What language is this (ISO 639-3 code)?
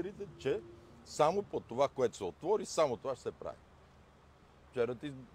bul